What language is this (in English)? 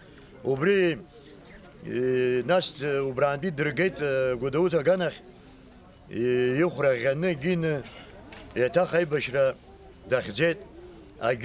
Abkhazian